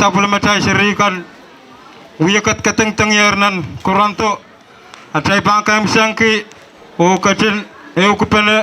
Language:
Pohnpeian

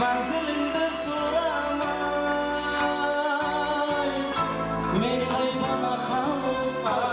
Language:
Kara-Kalpak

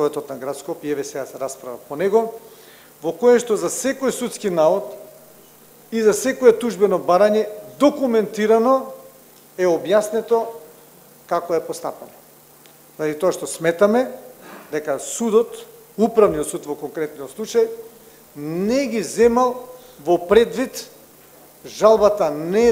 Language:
Macedonian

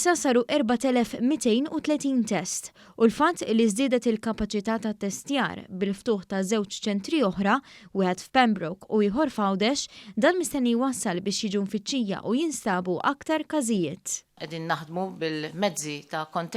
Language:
Maltese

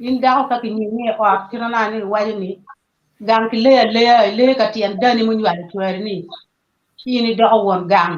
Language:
Acoli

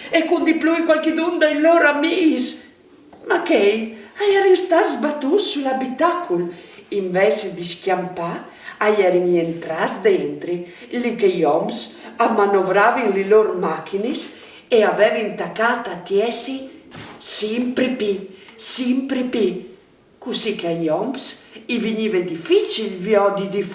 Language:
Friulian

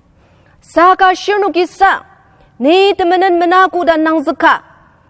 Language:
Ao Naga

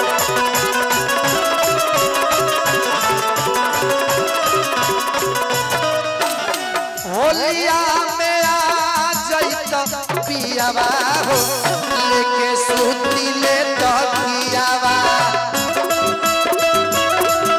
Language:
Bhojpuri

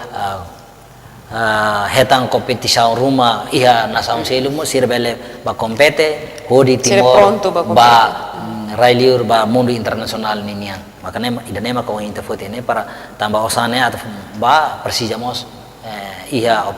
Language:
Tetum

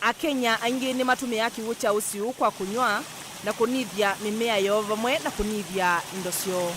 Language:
Kamba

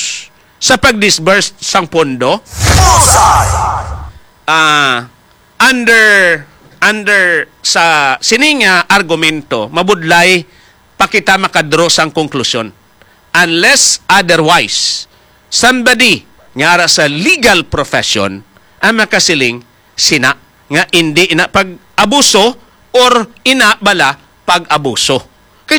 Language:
Hiligaynon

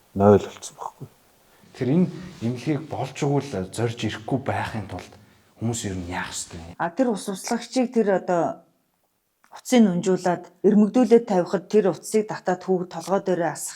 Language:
Mongolian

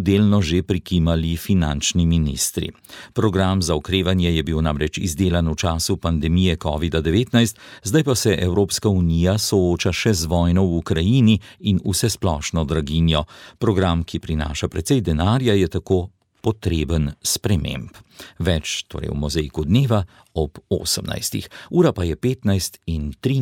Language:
Slovenian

